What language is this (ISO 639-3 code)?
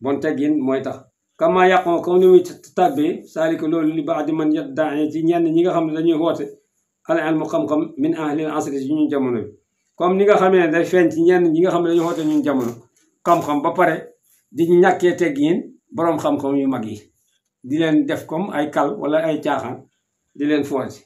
wol